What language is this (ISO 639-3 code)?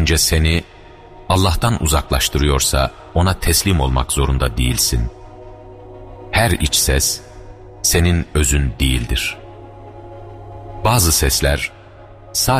tur